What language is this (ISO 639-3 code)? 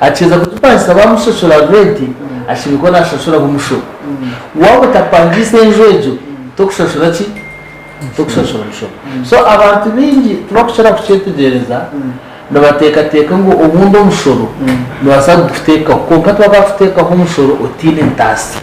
nyn